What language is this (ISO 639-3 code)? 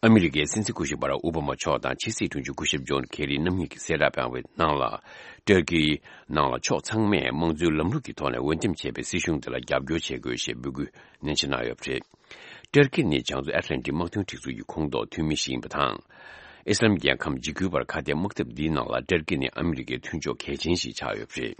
bod